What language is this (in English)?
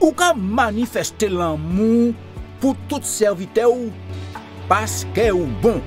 Guadeloupean Creole French